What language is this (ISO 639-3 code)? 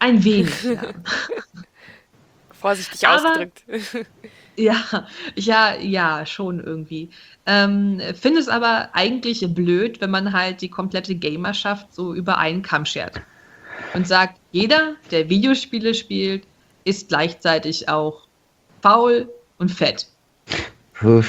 deu